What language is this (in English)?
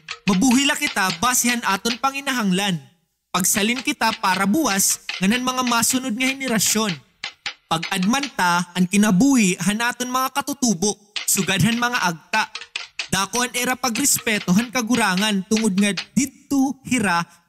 Waray